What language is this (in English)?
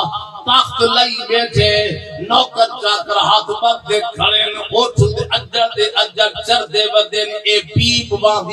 Saraiki